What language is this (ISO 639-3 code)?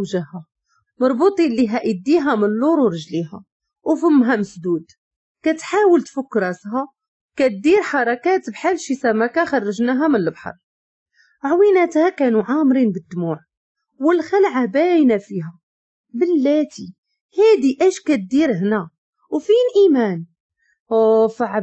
ary